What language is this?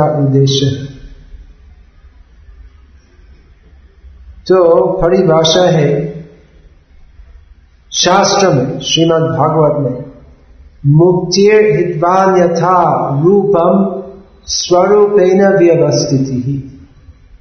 Hindi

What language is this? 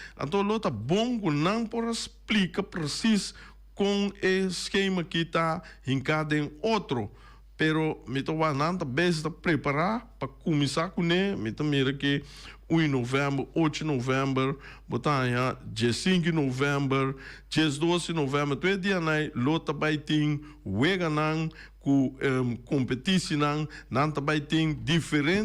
Papiamento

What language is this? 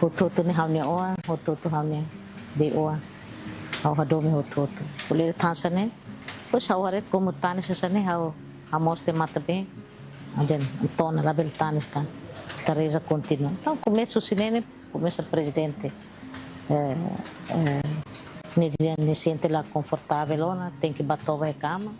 Tetum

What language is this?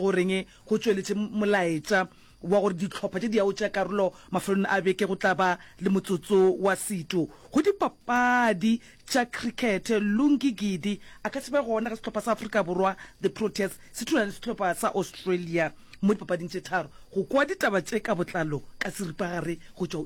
Northern Sotho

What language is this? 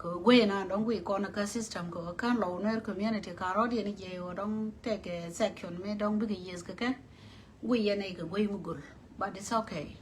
Nuer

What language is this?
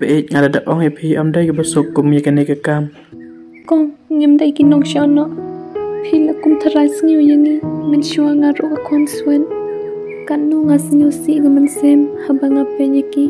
Khasi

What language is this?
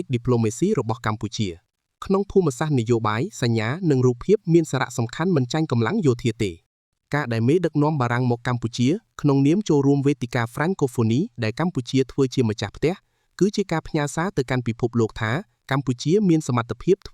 Khmer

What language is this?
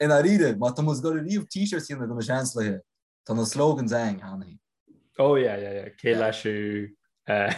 Irish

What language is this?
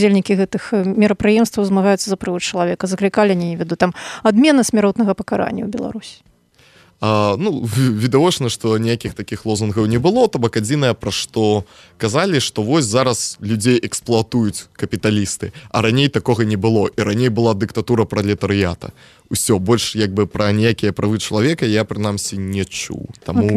Belarusian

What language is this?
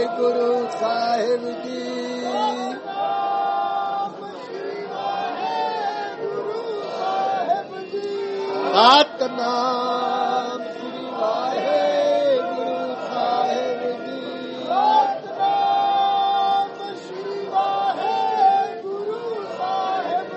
Punjabi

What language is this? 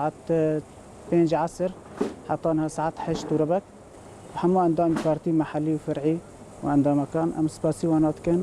Kurdish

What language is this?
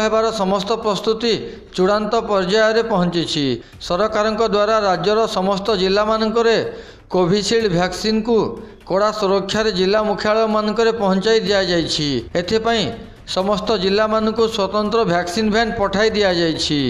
Odia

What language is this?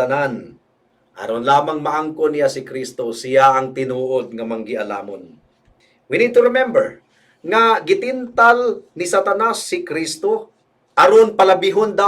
Cebuano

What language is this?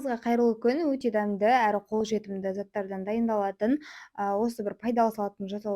Kazakh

